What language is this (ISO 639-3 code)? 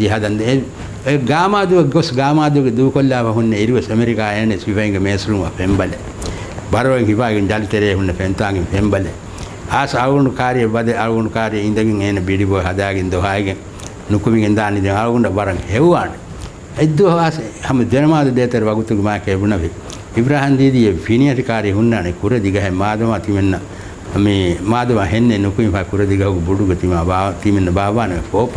div